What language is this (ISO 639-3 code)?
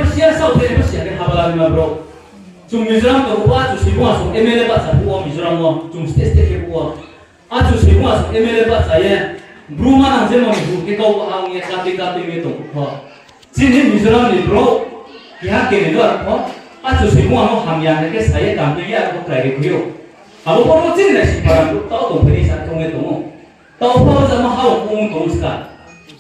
ria